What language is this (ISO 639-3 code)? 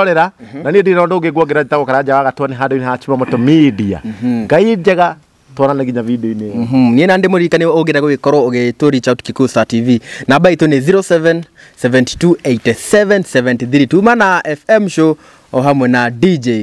kik